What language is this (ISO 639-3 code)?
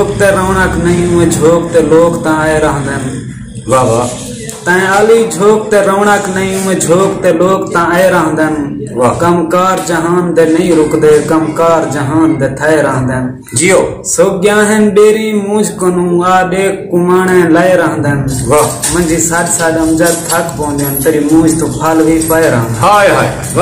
skr